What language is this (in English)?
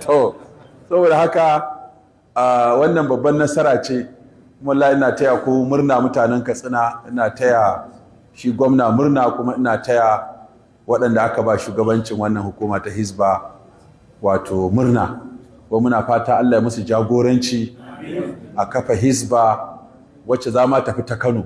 Hausa